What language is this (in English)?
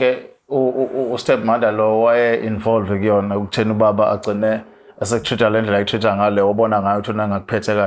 Zulu